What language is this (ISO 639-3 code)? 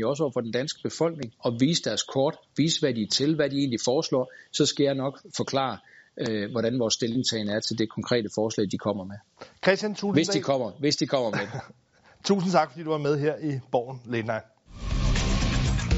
dan